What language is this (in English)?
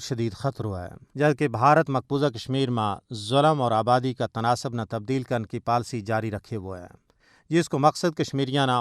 Gujari